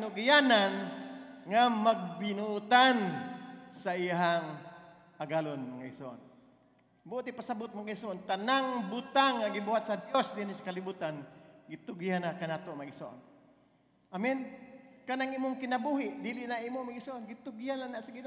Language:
Cebuano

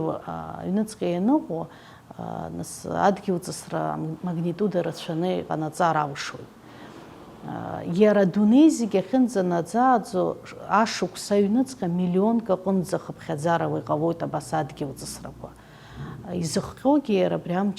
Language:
Abkhazian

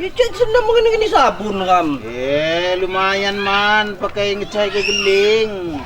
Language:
Lampung Api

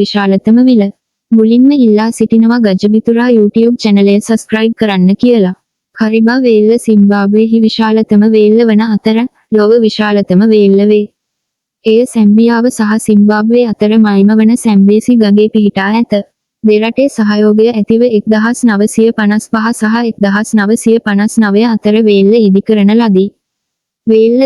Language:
Sinhala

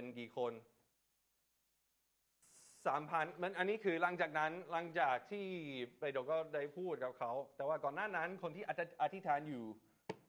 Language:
Thai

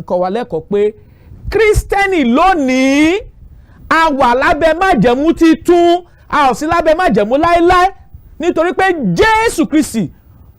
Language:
Yoruba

